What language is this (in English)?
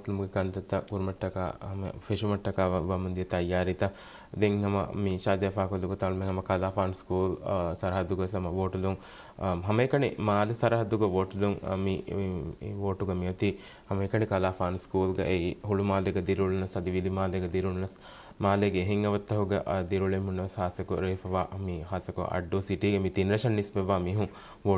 Divehi